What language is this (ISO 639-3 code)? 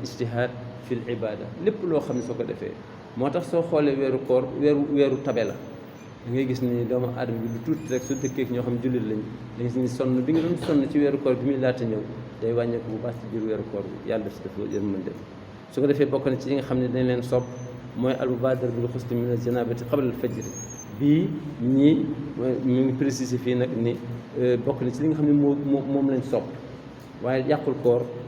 wol